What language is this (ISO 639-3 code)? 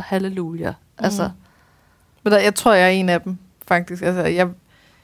dan